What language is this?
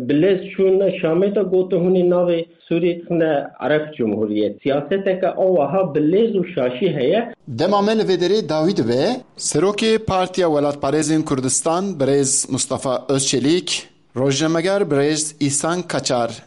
Kurdish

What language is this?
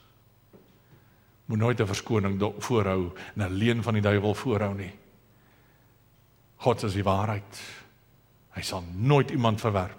Afrikaans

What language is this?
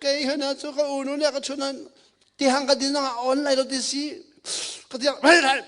Hakha Chin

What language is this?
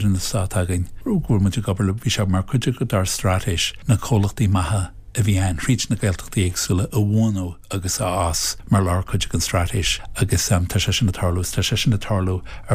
Irish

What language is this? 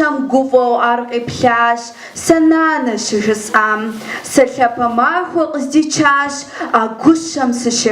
Kabardian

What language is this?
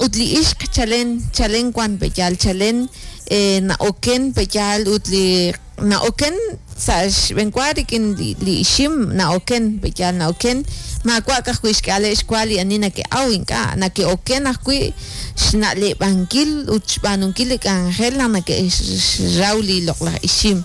Kekchí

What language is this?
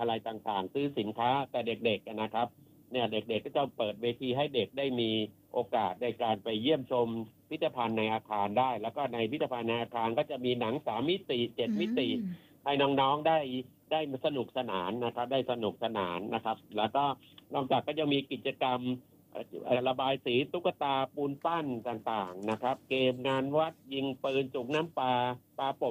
Thai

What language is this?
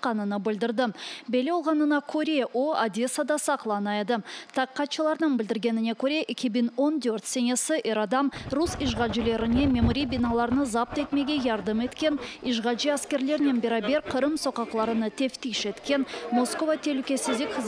Crimean Tatar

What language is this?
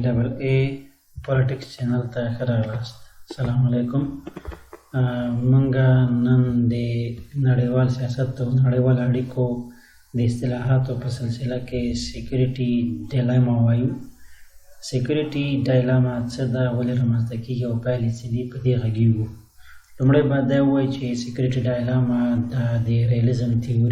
Pashto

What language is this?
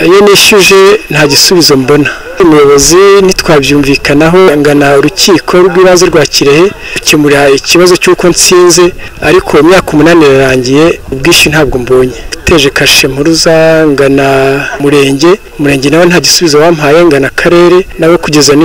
Kinyarwanda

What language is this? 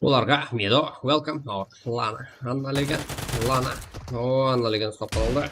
Kara-Kalpak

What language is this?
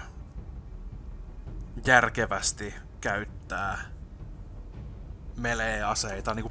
Finnish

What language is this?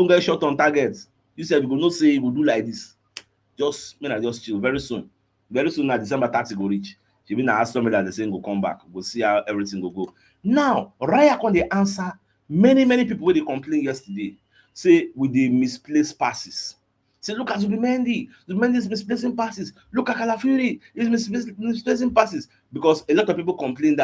Nigerian Pidgin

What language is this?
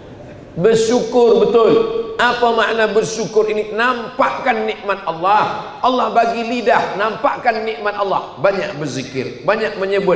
Malay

